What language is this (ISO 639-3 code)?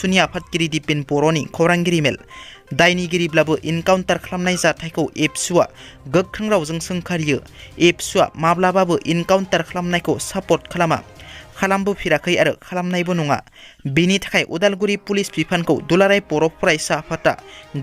brx